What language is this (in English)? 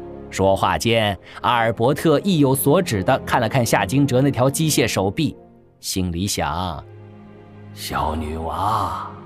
Chinese